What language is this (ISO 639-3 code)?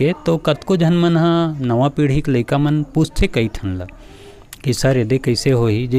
hne